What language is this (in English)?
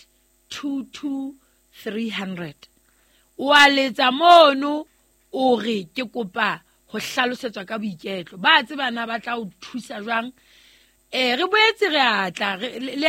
Southern Sotho